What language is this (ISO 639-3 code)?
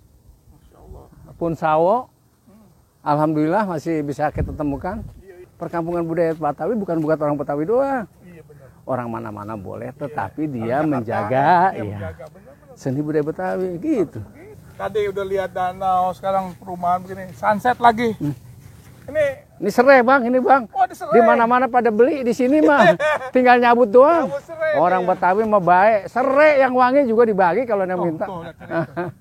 bew